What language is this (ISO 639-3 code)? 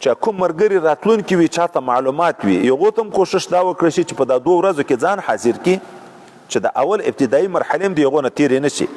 pus